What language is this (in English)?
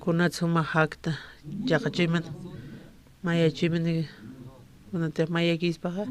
Aymara